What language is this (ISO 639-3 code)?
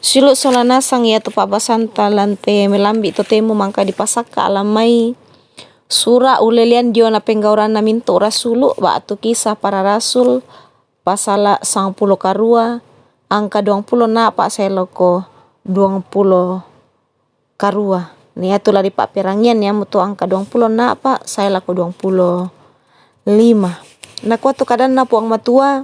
sda